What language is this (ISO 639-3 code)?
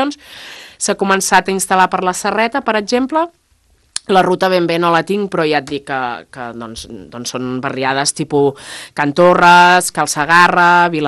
cat